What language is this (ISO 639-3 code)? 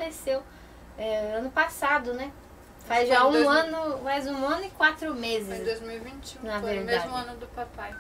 por